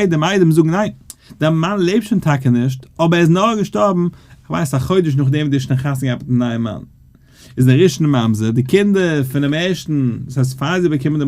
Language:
Yiddish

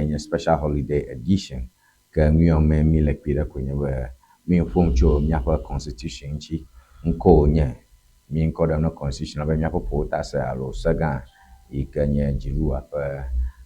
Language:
Ewe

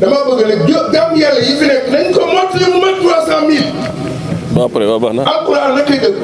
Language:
Wolof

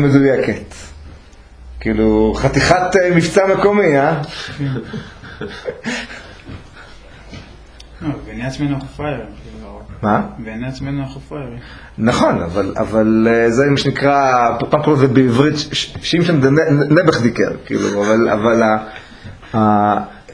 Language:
Hebrew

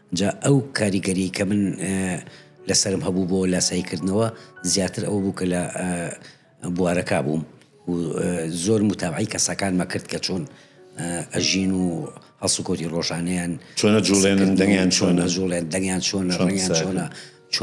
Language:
Central Kurdish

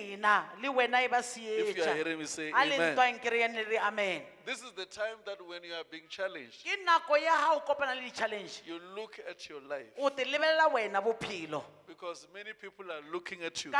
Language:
Swahili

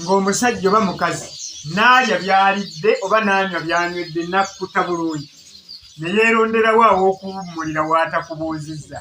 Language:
Ganda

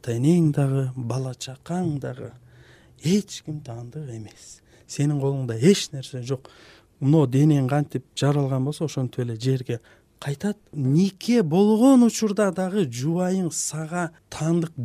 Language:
Kyrgyz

